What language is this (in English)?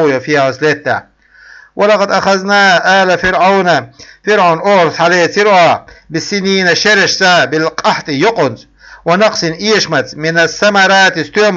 Chechen